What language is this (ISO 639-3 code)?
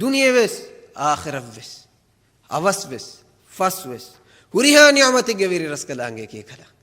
div